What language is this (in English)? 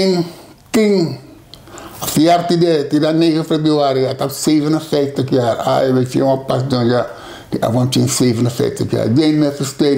Sranan Tongo